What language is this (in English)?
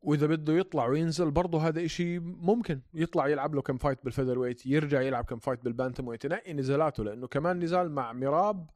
North Levantine Arabic